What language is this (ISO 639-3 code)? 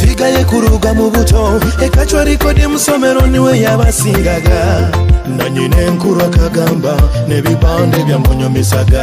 nyo